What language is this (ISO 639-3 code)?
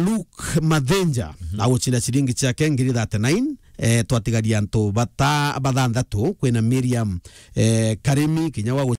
mer